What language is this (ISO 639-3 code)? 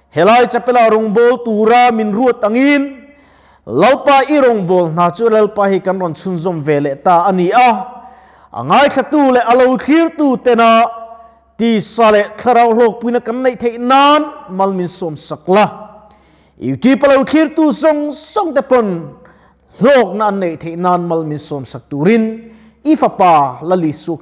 lus